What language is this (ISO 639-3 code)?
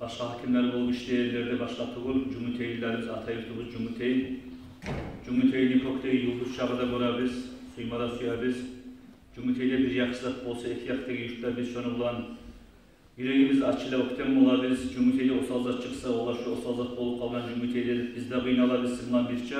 kum